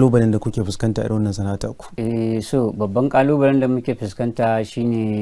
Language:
Hausa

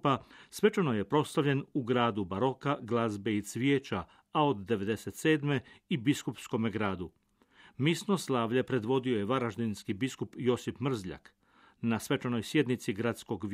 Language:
Croatian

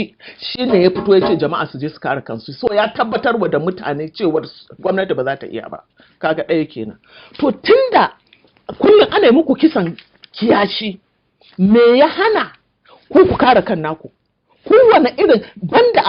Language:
Hausa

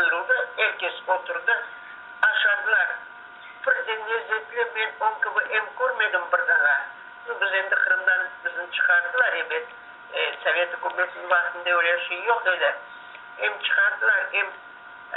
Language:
Crimean Tatar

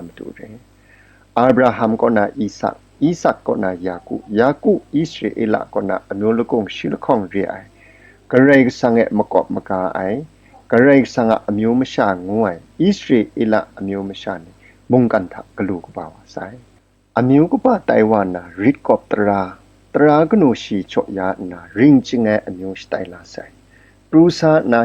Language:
Kachin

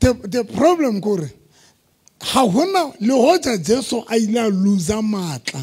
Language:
Southern Sotho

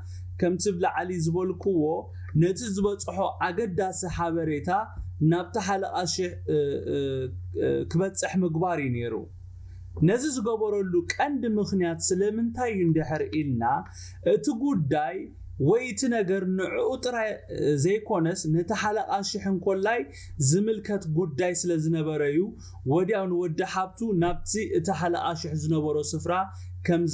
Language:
Tigrinya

